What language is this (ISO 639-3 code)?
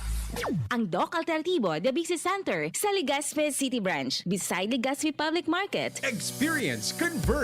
bik